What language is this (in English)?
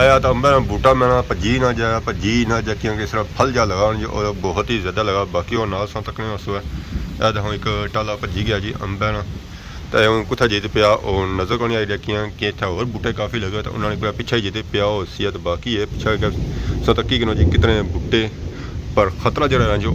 Pahari-Potwari